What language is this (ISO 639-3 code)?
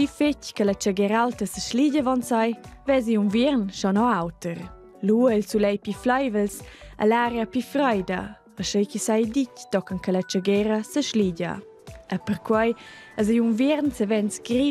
roh